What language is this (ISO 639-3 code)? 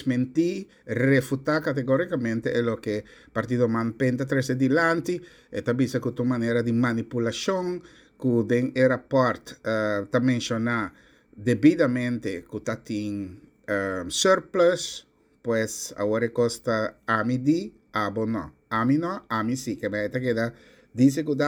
pap